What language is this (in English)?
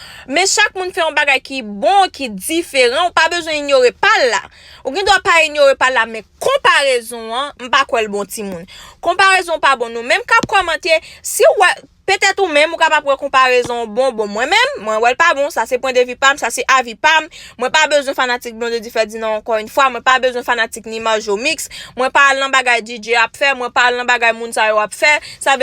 Haitian Creole